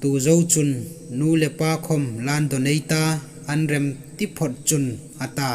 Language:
Hmar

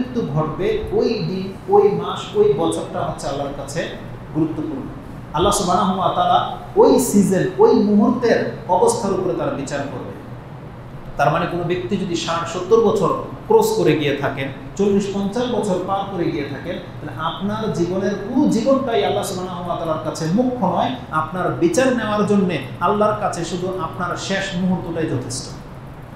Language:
Bangla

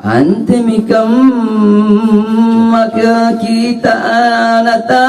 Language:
Makasar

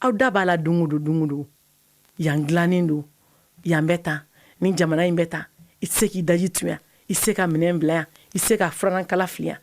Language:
Bambara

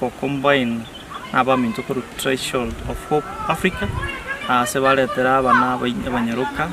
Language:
Gusii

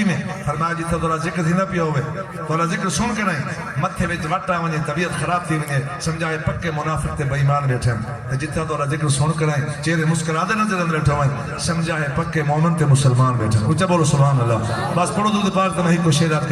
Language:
Saraiki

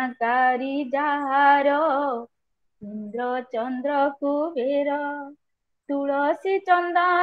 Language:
Odia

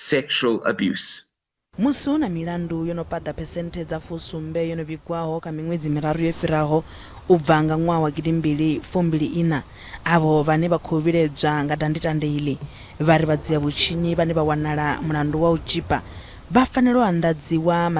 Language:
Venda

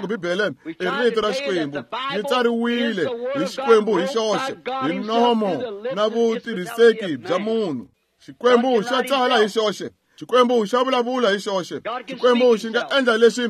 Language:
Tsonga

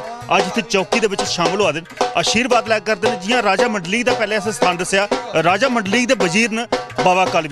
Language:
Dogri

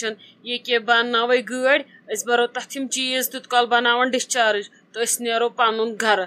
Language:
Kashmiri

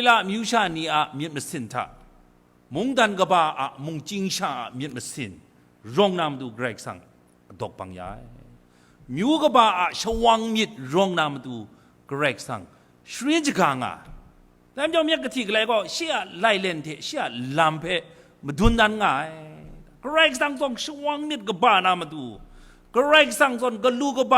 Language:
Kachin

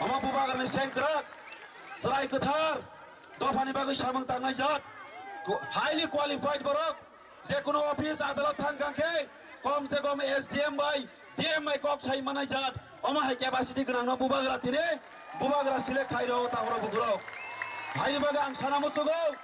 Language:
Kok Borok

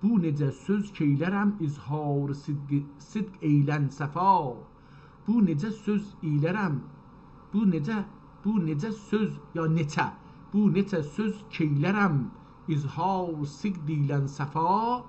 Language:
South Azerbaijani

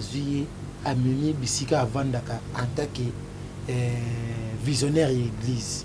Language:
Lingala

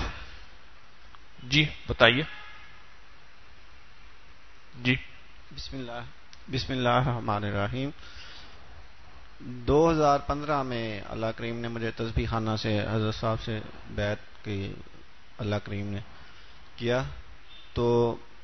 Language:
Urdu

